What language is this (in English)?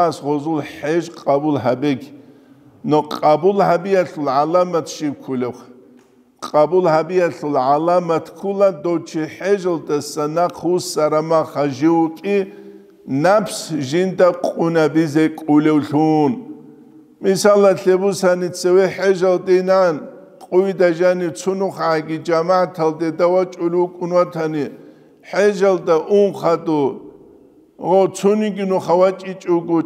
Avaric